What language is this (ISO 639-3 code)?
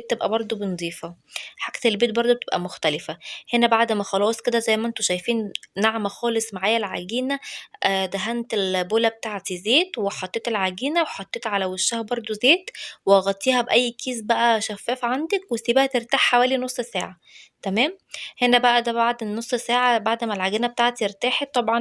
arz